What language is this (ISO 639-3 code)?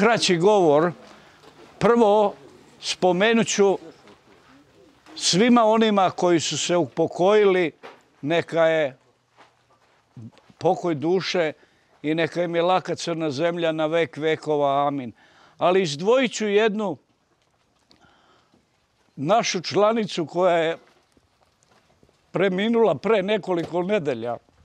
srp